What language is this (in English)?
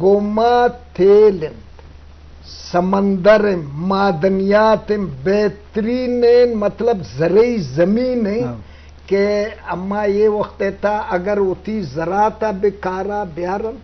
Eastern Balochi